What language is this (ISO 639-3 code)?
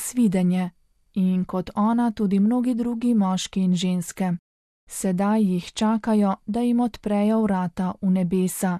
slv